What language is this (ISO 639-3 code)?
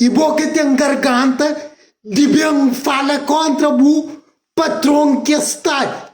kea